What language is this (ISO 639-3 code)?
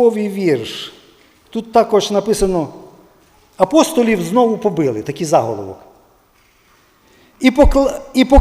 ukr